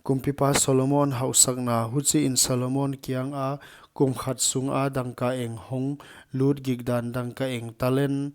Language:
Paite Chin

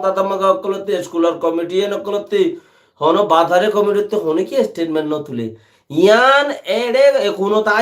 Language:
Rohingya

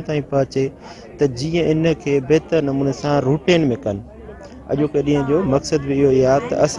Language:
Sindhi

